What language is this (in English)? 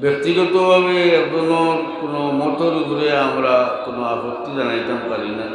Sylheti